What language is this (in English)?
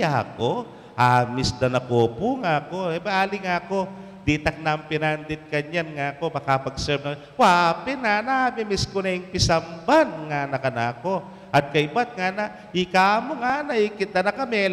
Pampanga